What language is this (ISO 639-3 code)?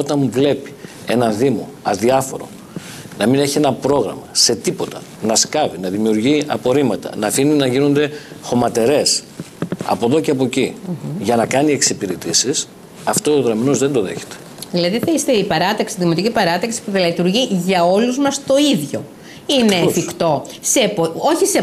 ell